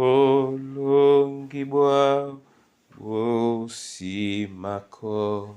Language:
Duala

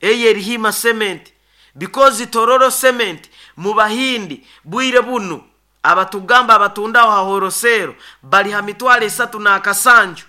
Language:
Nyoro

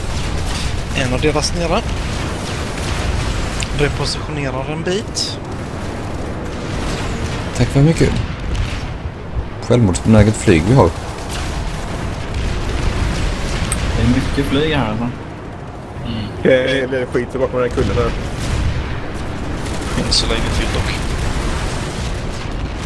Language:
Swedish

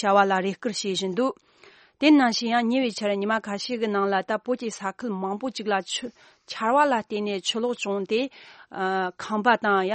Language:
Tibetan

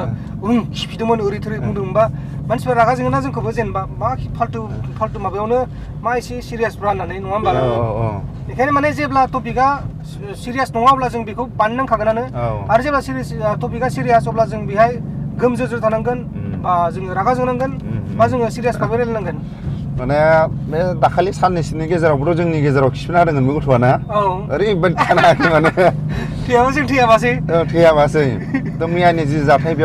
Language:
Bodo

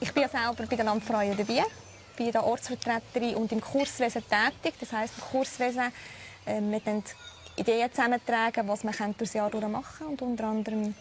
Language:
Swiss German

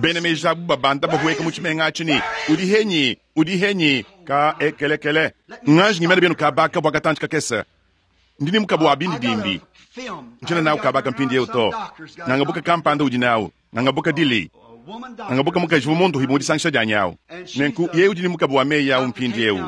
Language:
Luba-Lulua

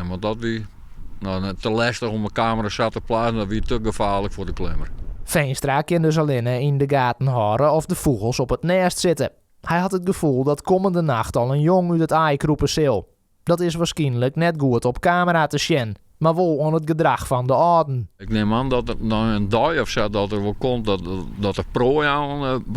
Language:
Western Frisian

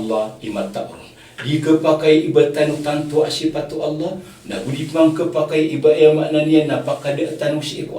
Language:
Maranao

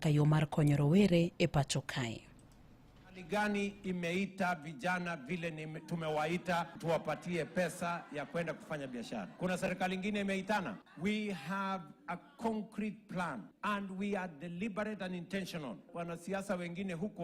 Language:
Luo (Kenya and Tanzania)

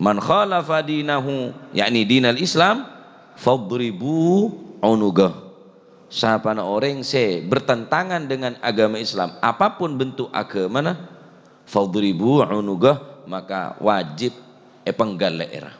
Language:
Madurese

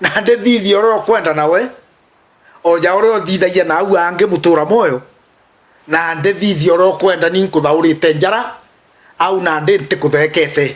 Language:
Meru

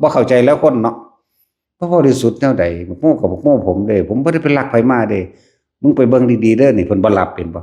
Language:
Northeastern Thai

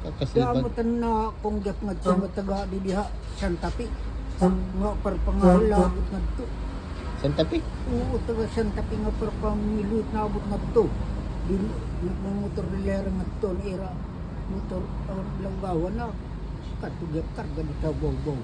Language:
Waray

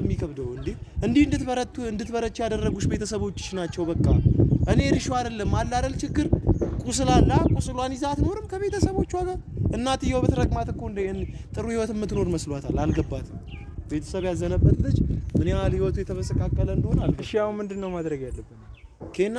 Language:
Amharic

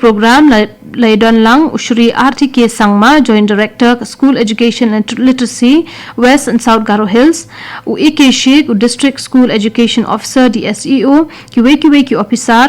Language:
Khasi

